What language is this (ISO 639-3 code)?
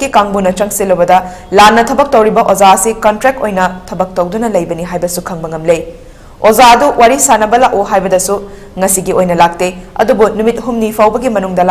mni